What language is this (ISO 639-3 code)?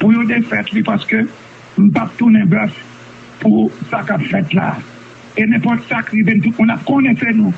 hat